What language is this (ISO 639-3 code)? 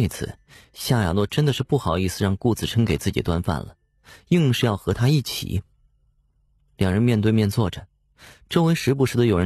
zho